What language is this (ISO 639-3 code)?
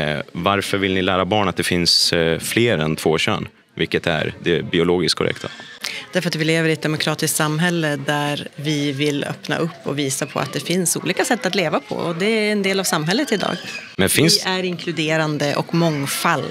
swe